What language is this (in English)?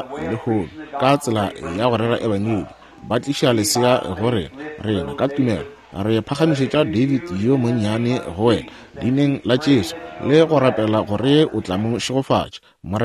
Northern Sotho